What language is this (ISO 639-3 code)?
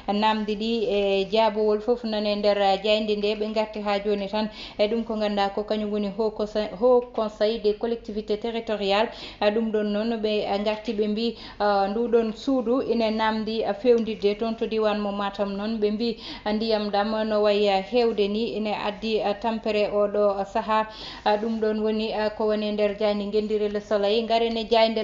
ful